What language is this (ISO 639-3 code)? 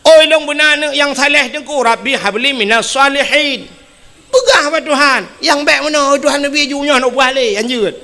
ace